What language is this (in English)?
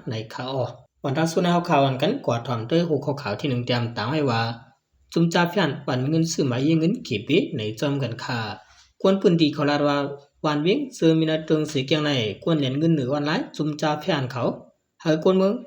Shan